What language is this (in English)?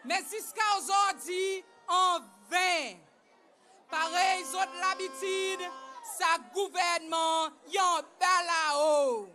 Seselwa Creole French